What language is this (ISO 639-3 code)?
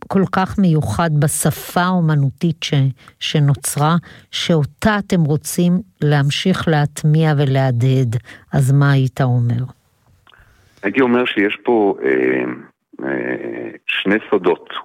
heb